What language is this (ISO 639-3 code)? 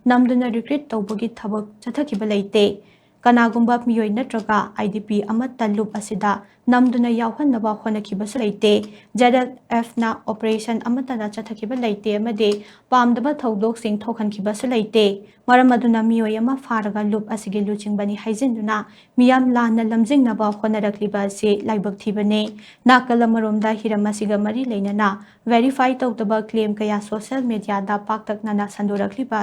mni